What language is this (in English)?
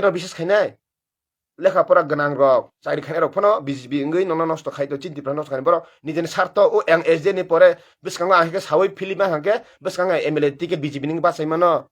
Kok Borok